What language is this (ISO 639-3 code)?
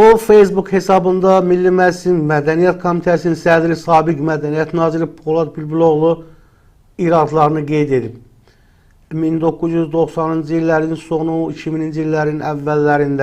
aze